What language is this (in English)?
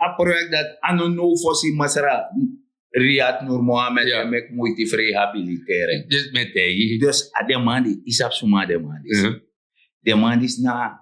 Sranan Tongo